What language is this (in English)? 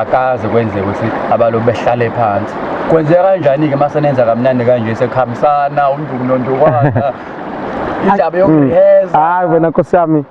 Zulu